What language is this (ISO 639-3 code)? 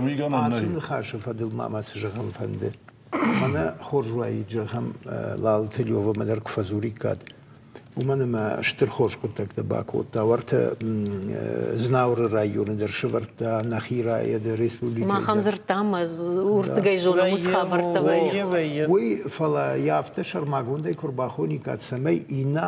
oss